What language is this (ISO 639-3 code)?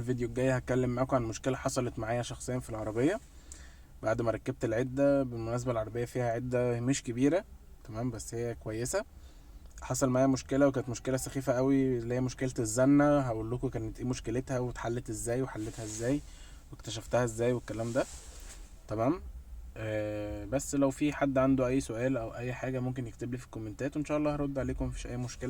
arz